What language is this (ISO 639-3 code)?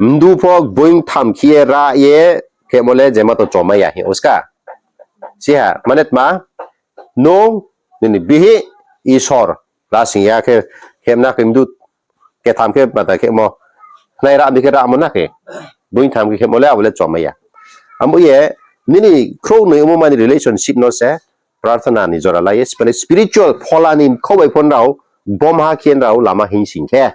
ria